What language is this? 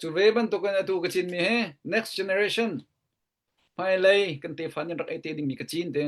Hakha Chin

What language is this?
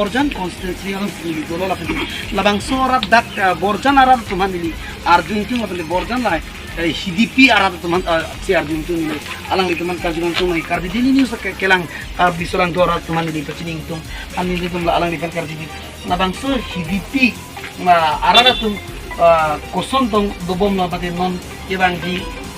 Karbi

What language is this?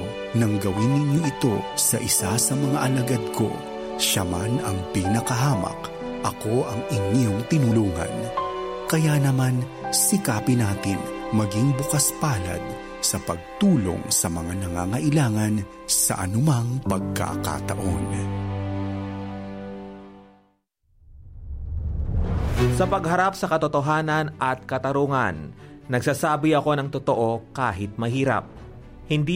Filipino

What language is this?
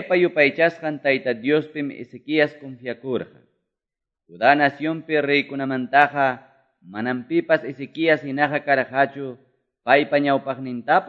Quechua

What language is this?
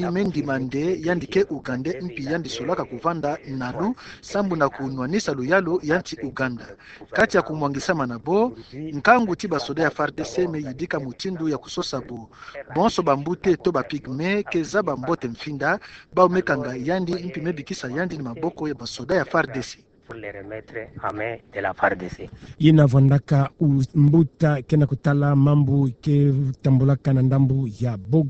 Kituba (Democratic Republic of Congo)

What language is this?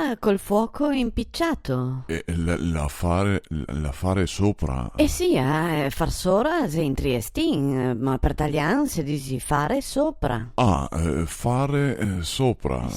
Venetian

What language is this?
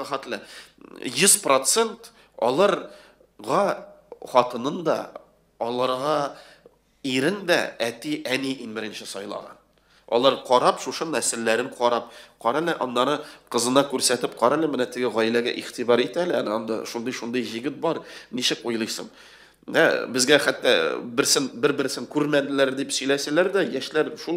Tatar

